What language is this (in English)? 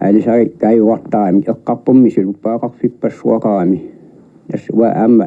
Kalaallisut